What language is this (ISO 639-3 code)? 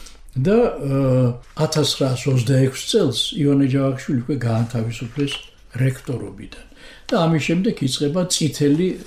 kat